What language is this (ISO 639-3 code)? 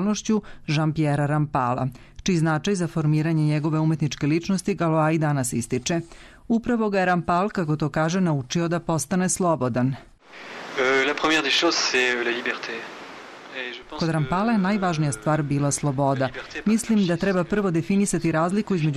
srp